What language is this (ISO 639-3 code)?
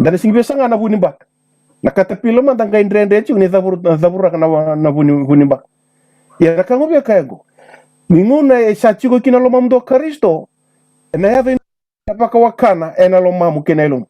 fij